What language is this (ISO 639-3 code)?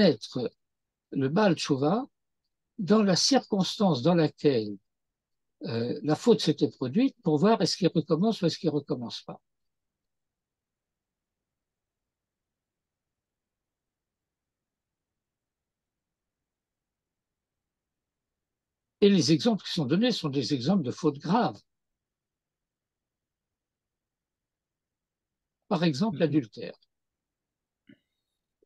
fra